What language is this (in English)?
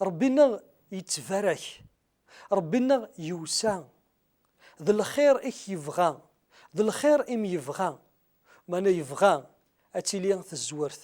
Kabyle